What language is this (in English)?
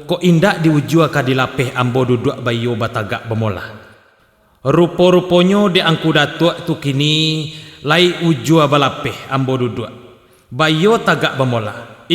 Minangkabau